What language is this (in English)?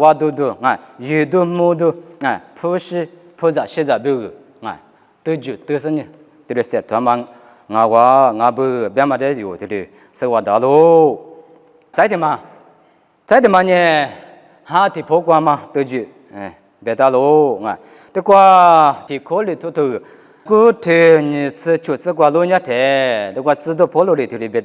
Lisu